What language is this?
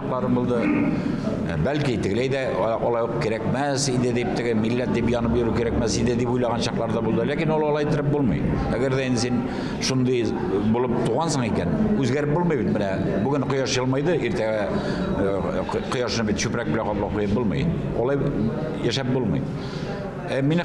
Tatar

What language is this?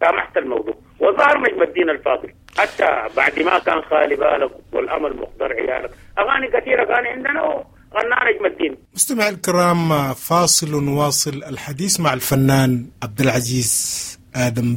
Sudanese Arabic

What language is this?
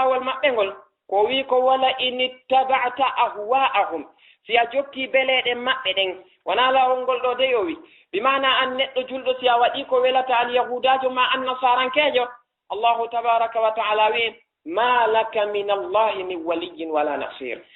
Fula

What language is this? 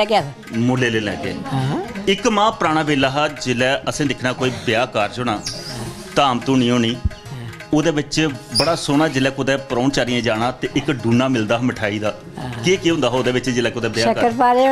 Dogri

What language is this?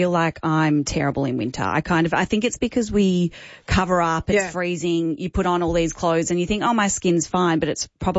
English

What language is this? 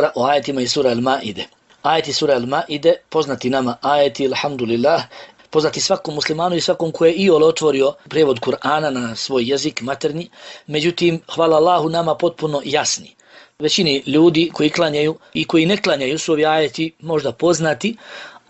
Bosnian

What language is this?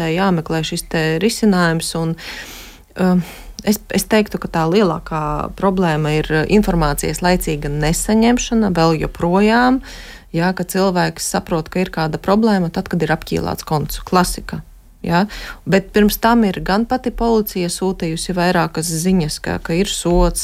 Latvian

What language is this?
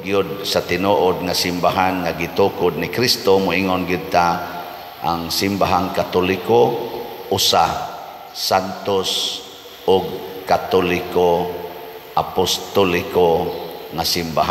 Cebuano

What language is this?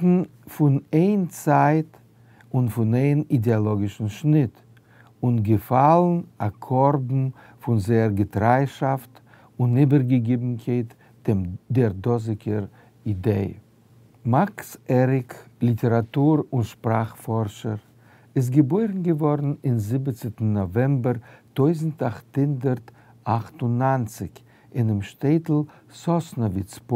Yiddish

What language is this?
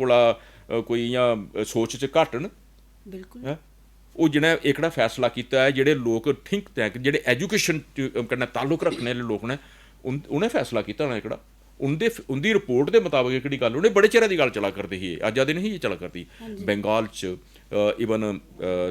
Dogri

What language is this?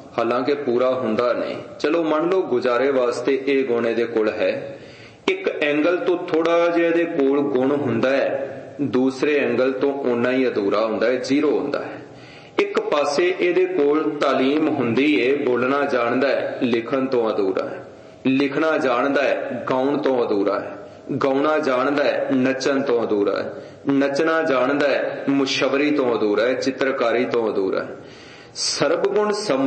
Punjabi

